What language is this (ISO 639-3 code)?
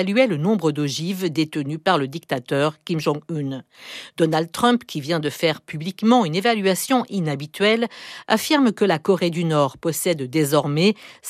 fra